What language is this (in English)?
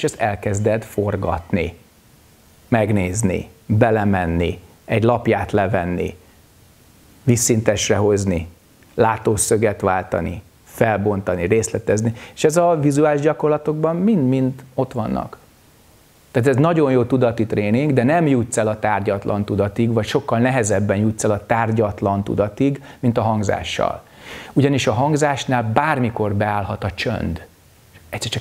Hungarian